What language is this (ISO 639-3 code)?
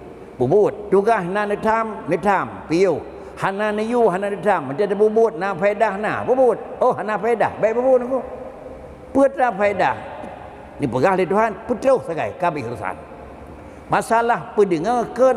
ace